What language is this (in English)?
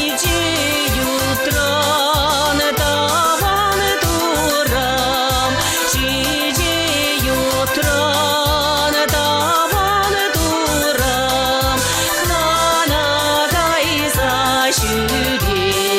Chuvash